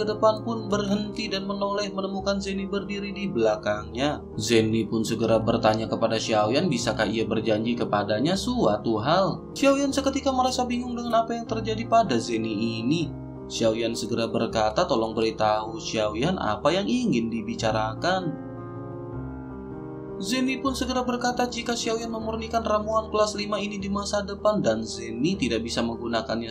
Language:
Indonesian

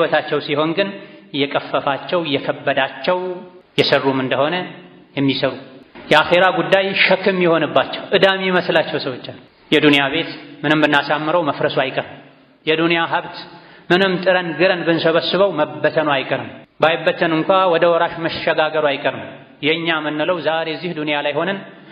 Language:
Amharic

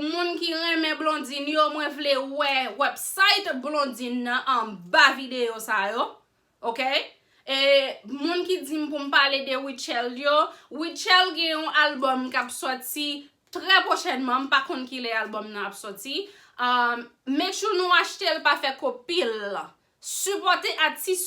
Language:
Haitian Creole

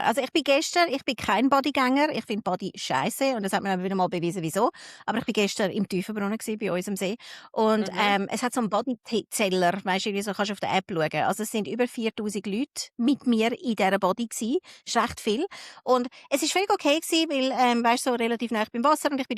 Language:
Swiss German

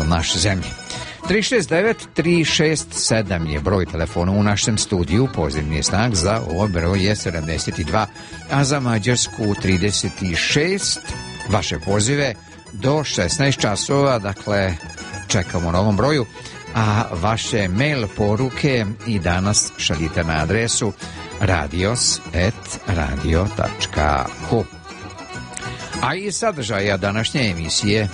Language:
Serbian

